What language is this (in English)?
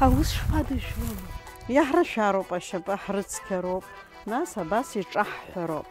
Abkhazian